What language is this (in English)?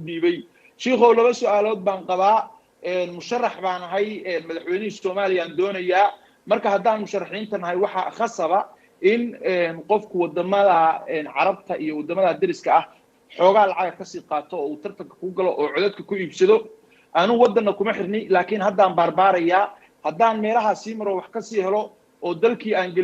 Somali